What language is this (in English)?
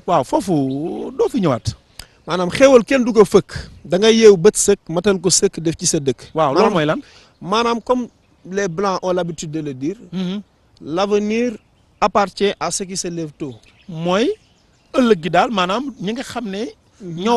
Wolof